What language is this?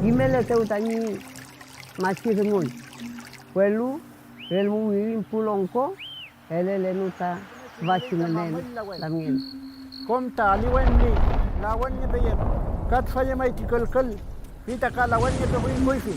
Mapuche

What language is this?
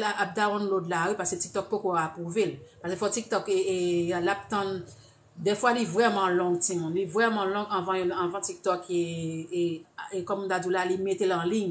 Haitian Creole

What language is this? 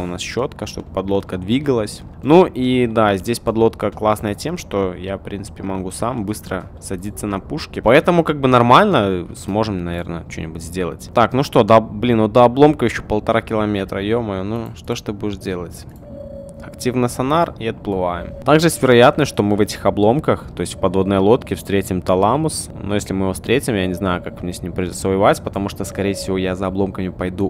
Russian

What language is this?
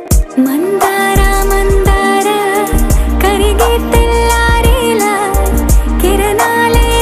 Telugu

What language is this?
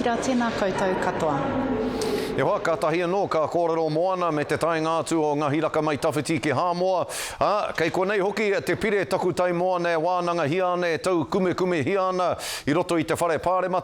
Māori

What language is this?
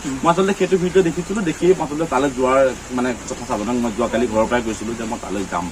Assamese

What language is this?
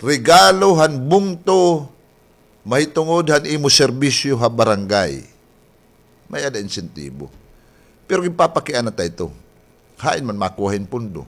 Waray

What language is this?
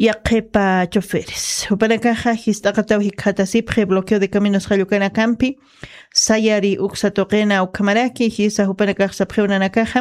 Aymara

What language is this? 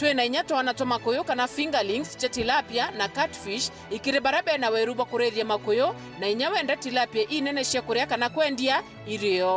Meru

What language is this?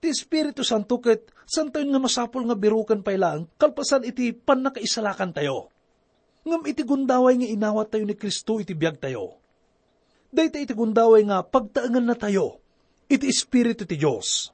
Iloko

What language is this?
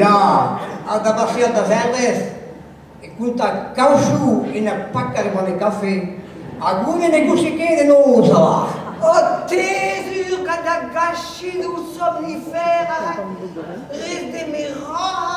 Breton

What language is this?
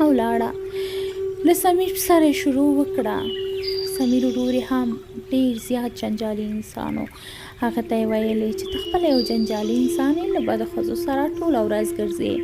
Pashto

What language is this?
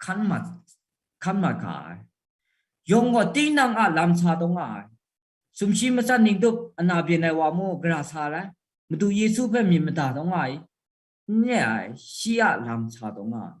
Kachin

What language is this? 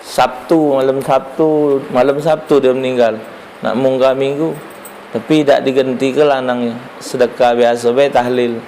Musi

